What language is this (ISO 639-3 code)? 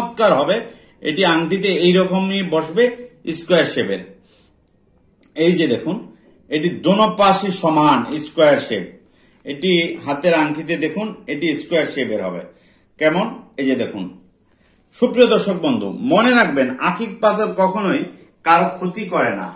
ben